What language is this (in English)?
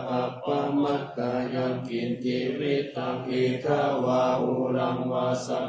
Pali